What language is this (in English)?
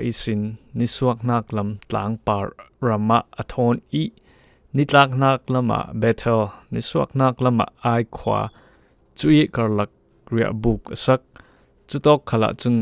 Falam Chin